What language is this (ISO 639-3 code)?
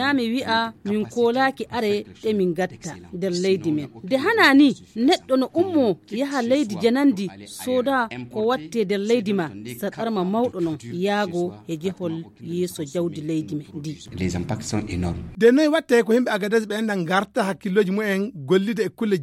ful